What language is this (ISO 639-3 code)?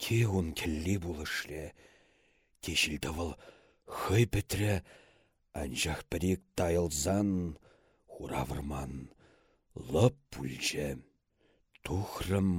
chv